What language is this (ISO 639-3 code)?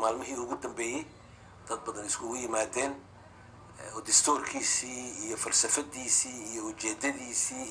som